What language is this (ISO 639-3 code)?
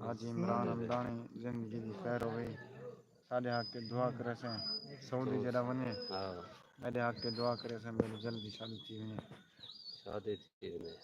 skr